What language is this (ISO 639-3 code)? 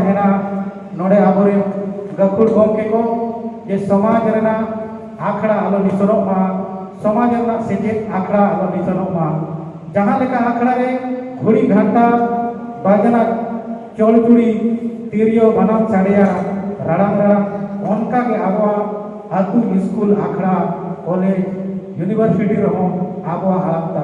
sat